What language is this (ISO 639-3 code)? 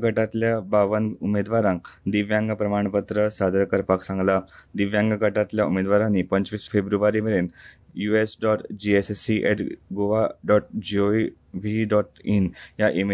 kok